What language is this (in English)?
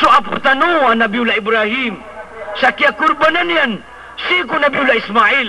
Maranao